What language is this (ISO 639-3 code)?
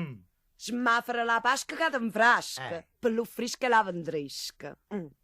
nap